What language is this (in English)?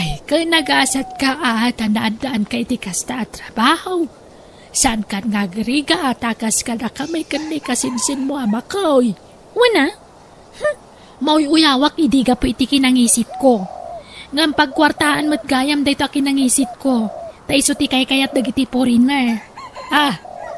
Iloko